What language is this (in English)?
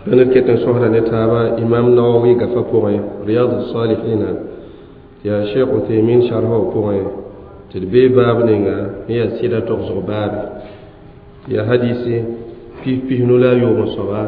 Mossi